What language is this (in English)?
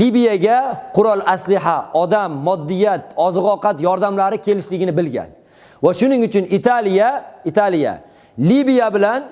Uzbek